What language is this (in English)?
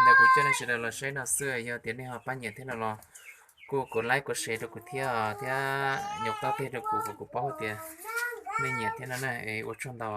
Hmong